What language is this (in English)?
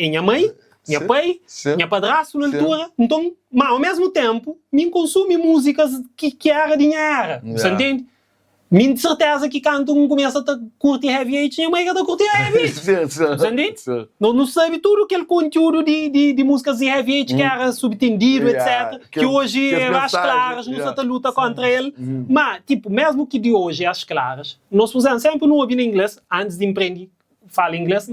Kabuverdianu